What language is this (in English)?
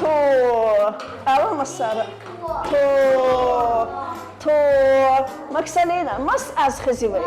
Chechen